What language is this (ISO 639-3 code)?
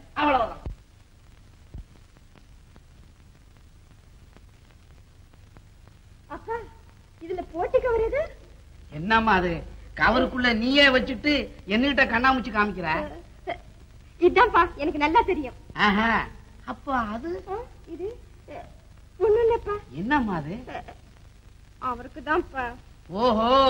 tam